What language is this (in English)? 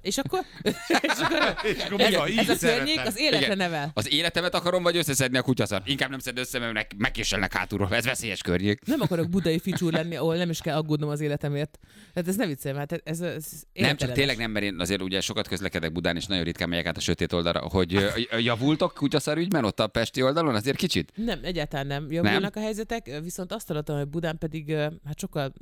Hungarian